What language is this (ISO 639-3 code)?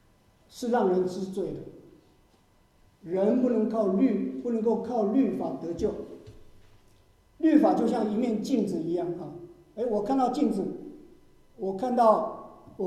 zho